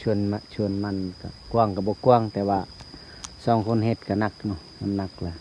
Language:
Lao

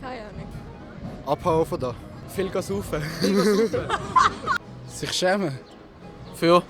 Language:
Swiss German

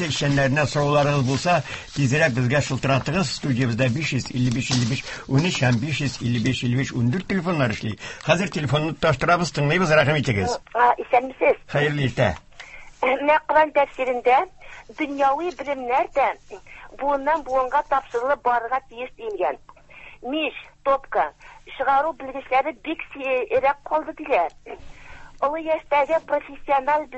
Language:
Tatar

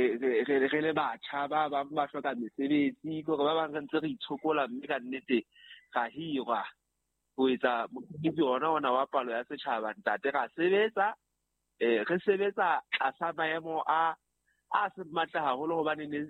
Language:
Southern Sotho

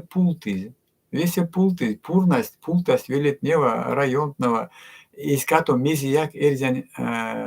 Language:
Erzya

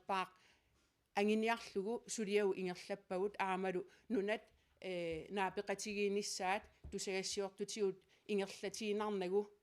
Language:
Kalaallisut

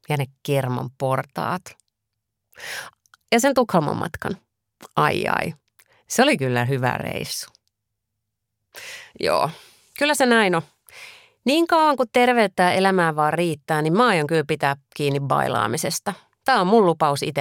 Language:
Finnish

